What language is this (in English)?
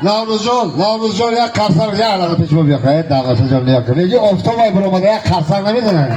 Tajik